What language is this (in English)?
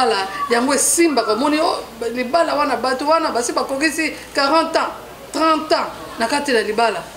Lingala